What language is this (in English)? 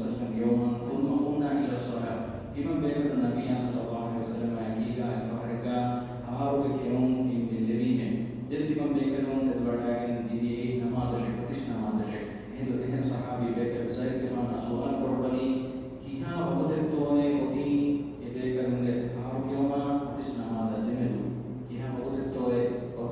Divehi